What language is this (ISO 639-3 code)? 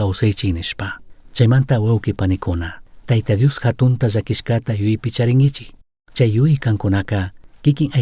qug